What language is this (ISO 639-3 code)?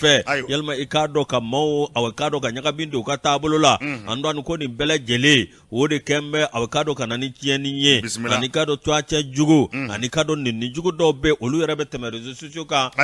bam